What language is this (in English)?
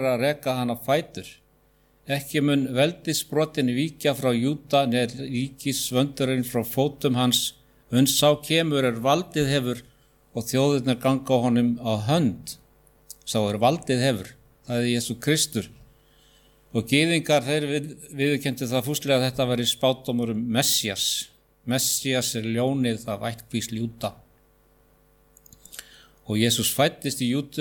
Icelandic